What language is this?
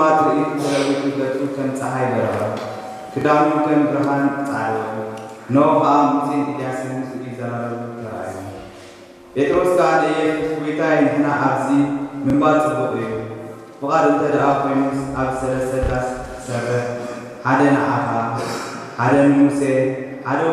Tigrinya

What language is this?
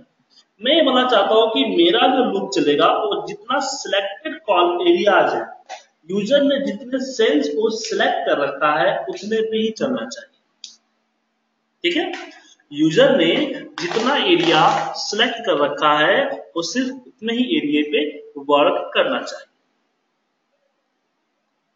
Hindi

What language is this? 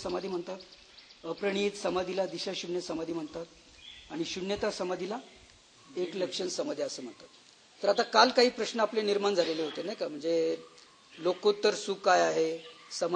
Marathi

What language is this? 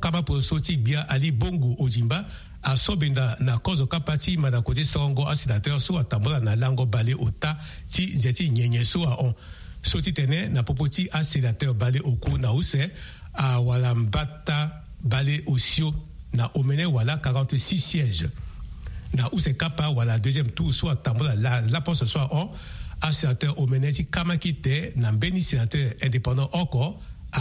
Sango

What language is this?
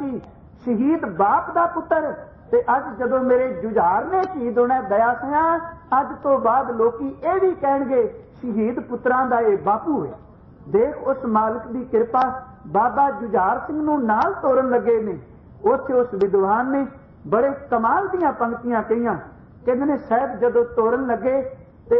Punjabi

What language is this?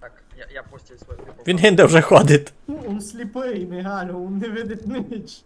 Rusyn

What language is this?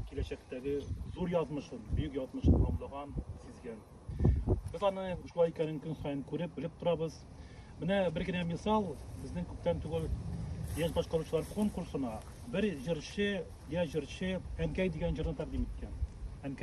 Tatar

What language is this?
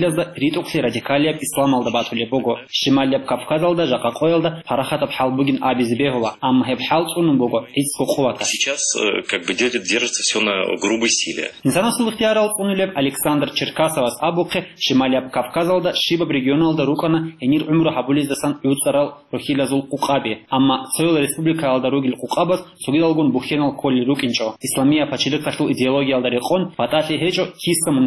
Avaric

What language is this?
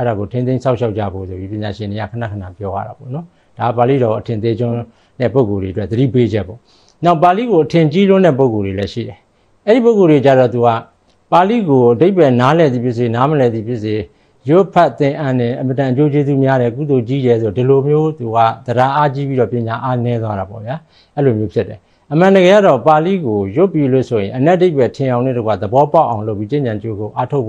Burmese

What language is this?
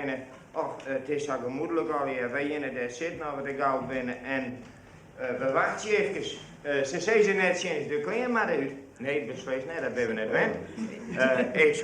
Western Frisian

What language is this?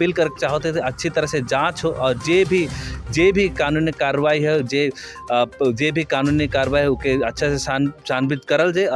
Sadri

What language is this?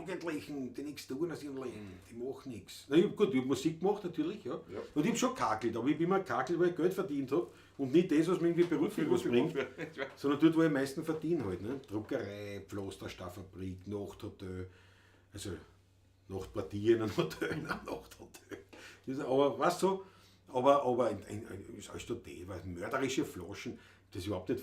Bavarian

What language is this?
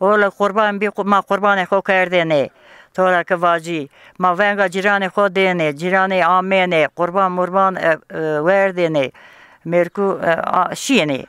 Zaza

